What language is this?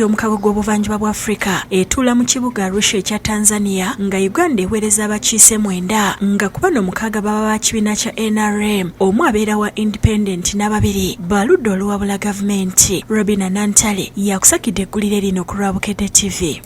Ganda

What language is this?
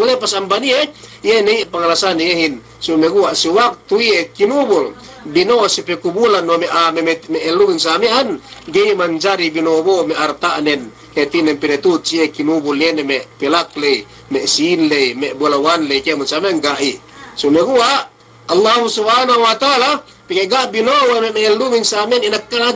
Yakan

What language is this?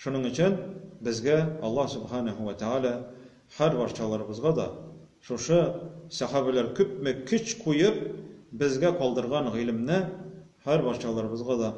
Tatar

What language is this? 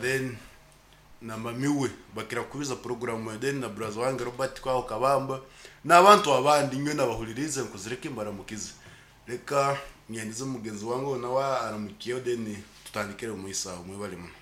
Nyankole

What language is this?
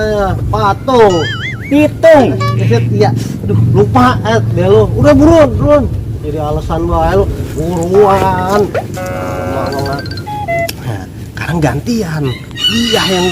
Betawi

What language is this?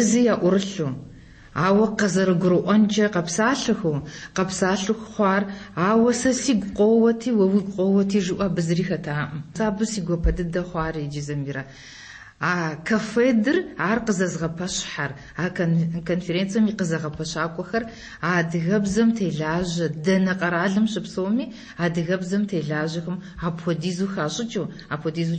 Kabardian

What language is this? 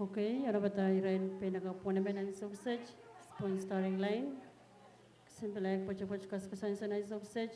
Pohnpeian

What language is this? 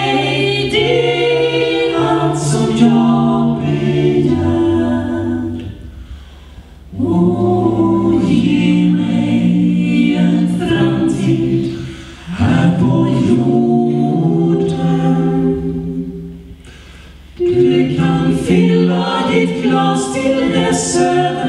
Swedish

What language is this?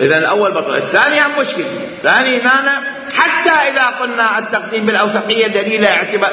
Mesopotamian Arabic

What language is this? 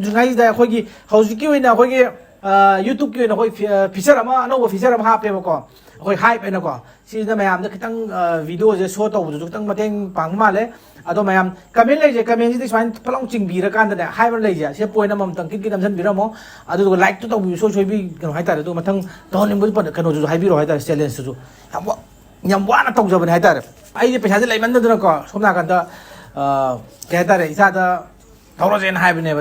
Manipuri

